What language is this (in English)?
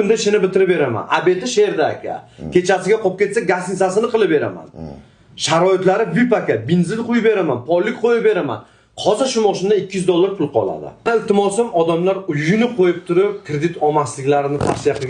Uzbek